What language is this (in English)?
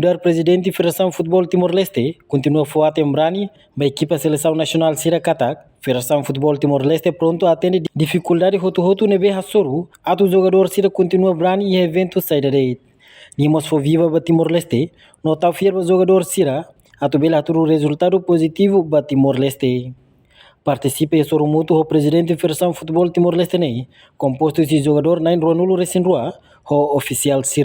Tetum